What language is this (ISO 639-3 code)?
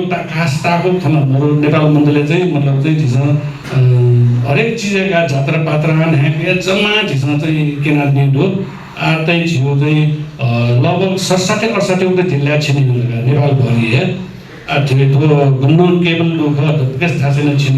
new